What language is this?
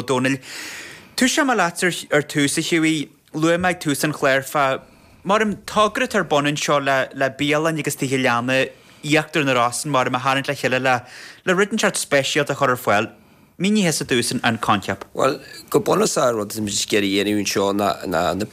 Irish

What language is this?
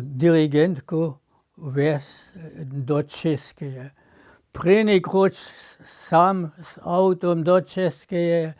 Upper Sorbian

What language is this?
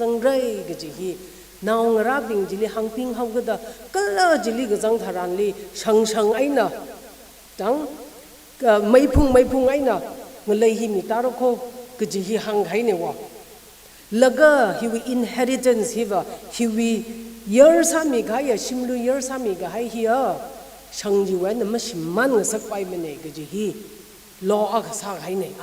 Tangkhul Naga (India)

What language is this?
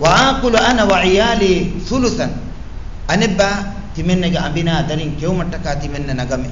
Divehi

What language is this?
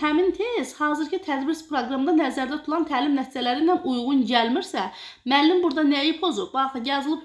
Azerbaijani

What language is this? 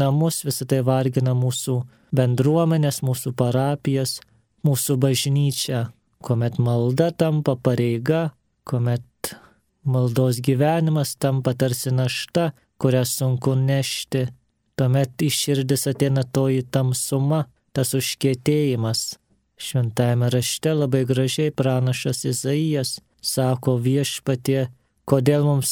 Lithuanian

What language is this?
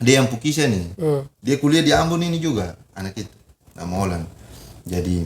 Ambonese Malay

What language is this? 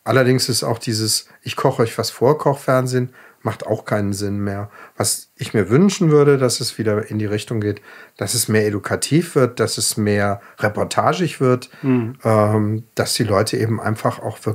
German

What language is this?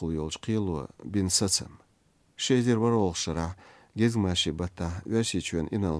Chechen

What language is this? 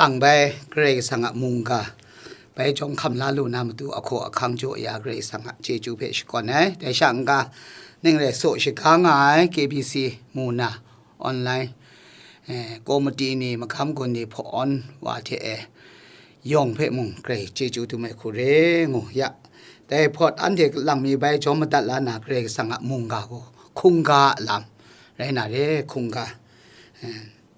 Kachin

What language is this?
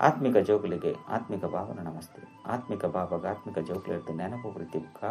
Tulu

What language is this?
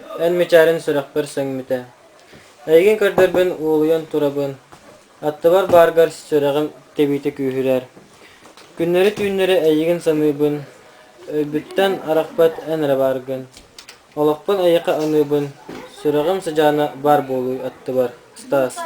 Yakut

